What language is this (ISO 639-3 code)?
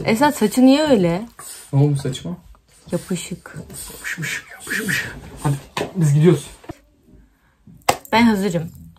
tur